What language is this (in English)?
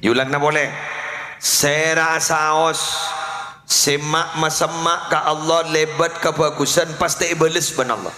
Madurese